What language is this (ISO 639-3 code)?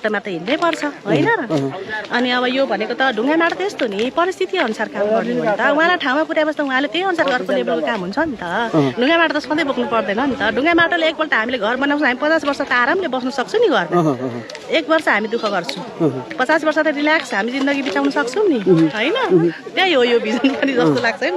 nep